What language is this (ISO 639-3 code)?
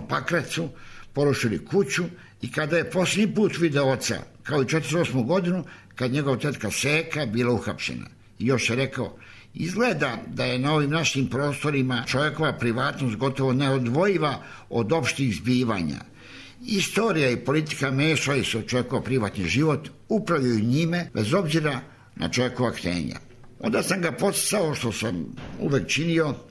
srp